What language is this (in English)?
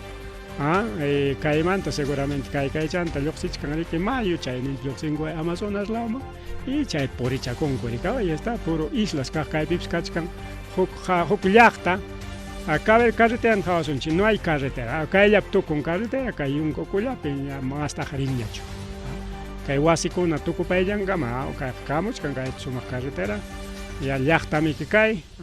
Ayacucho Quechua